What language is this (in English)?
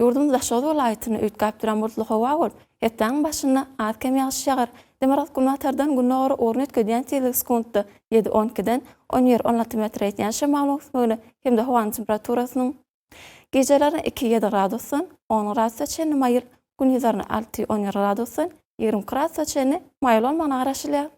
Turkmen